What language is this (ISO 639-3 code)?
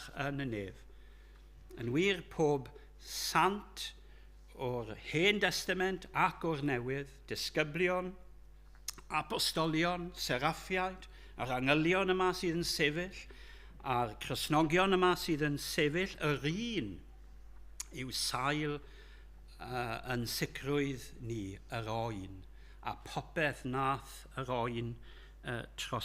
cym